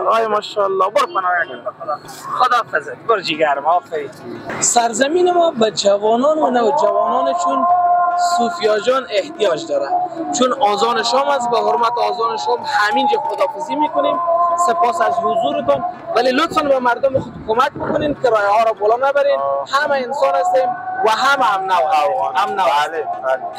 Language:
Persian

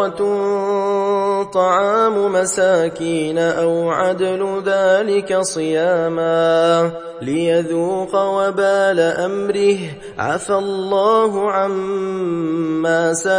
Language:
Arabic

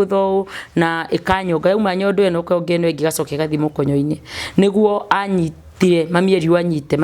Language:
Kikuyu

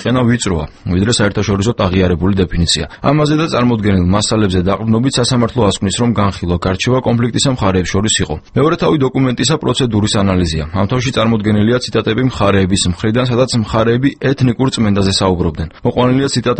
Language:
Georgian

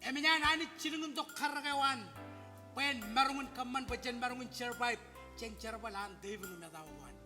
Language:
Marshallese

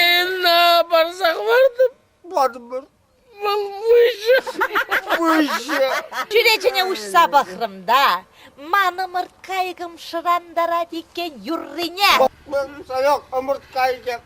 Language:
Chuvash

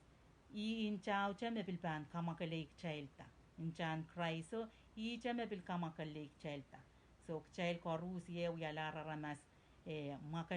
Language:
Pohnpeian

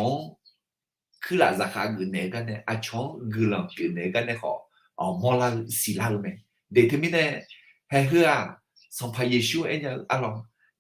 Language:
Akha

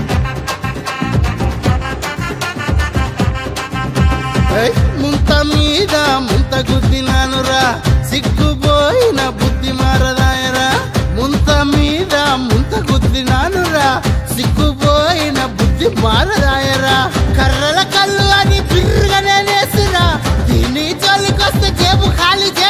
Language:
Telugu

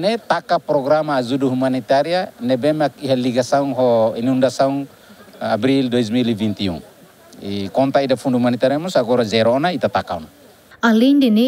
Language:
Tetum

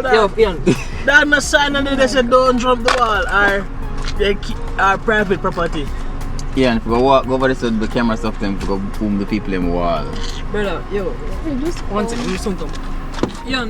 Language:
Jamaican Creole English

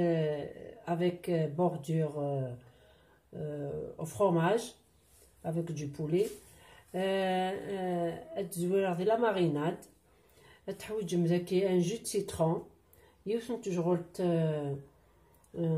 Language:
Kabyle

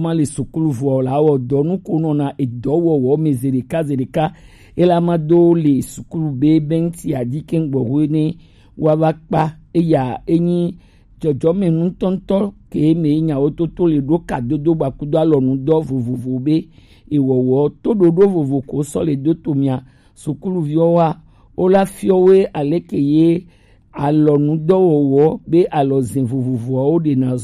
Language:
Gen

